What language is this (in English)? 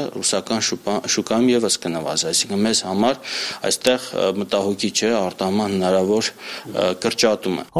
Armenian